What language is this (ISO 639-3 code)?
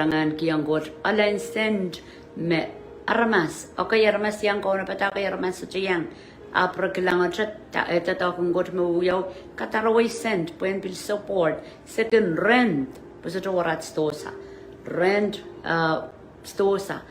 pon